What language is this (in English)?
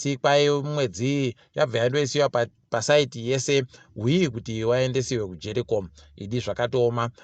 Ndau